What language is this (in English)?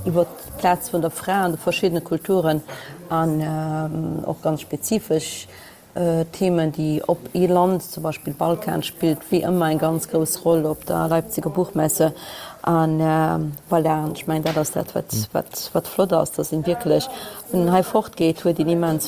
Luxembourgish